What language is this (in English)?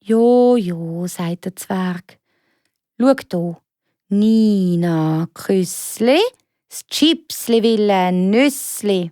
Swiss German